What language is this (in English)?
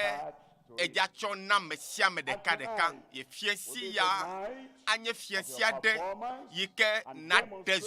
Ewe